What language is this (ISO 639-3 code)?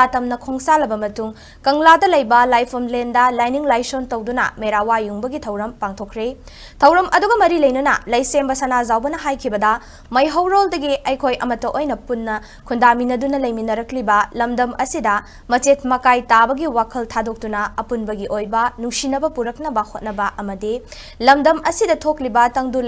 mni